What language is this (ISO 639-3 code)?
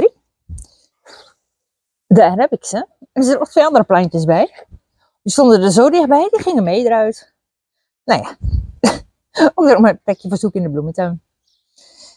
nld